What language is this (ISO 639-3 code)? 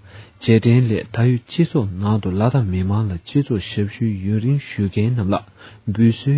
bod